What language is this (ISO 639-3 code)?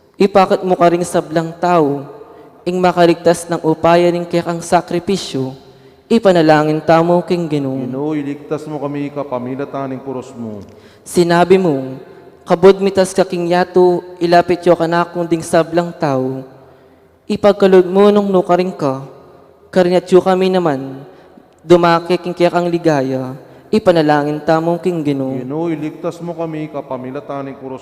pam